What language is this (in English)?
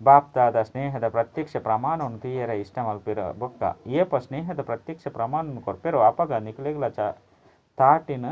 Tulu